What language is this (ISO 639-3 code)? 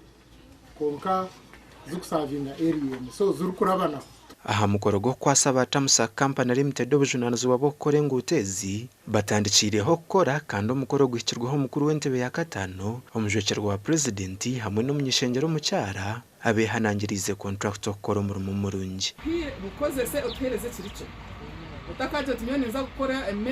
nyn